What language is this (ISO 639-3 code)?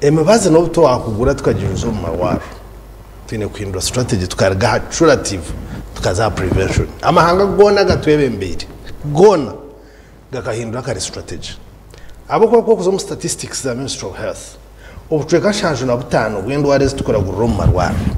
nyn